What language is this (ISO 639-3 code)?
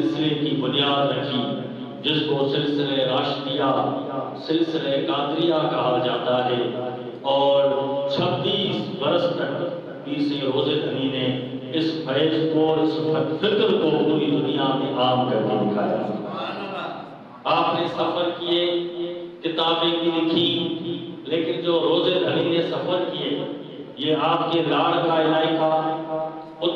urd